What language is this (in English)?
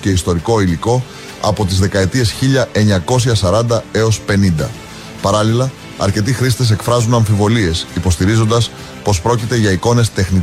Greek